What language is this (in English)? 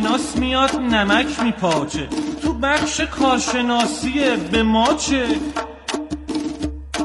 Persian